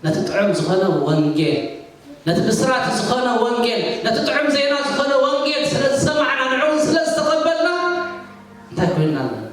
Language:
Tigrinya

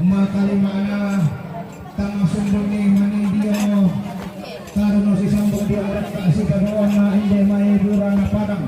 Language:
Toraja-Sa'dan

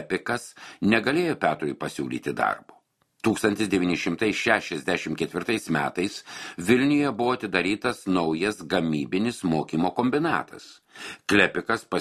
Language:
Lithuanian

